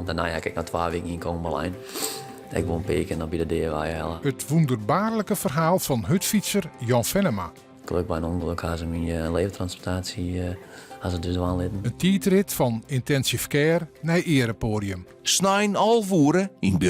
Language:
Western Frisian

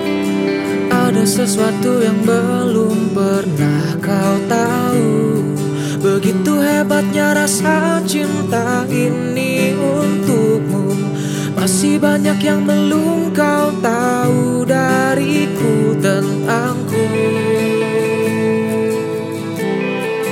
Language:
Indonesian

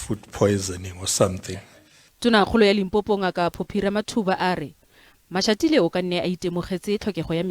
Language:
Tswana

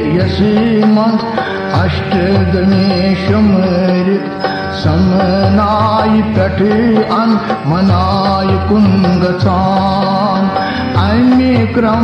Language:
Kashmiri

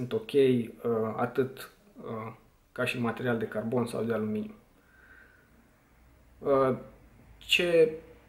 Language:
Romanian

